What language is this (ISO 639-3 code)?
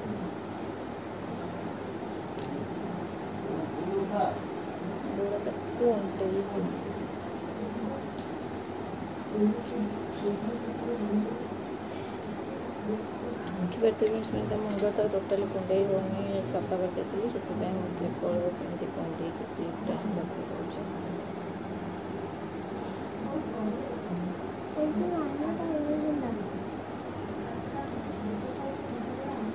ori